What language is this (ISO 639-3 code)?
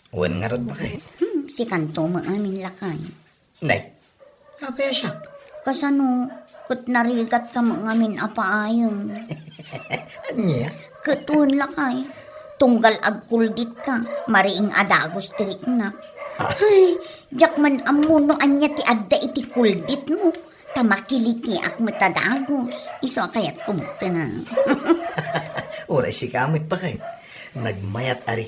ilo